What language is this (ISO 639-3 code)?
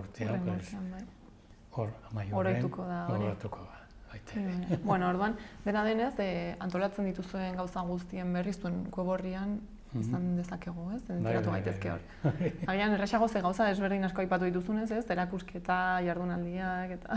eus